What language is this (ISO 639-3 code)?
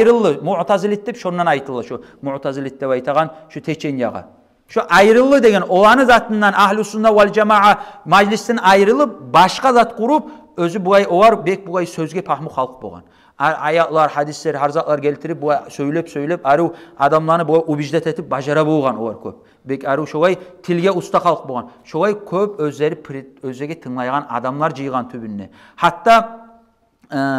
kum